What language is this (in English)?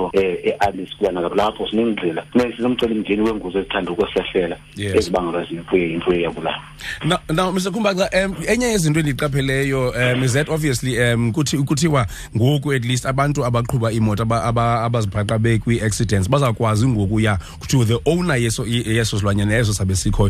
Xhosa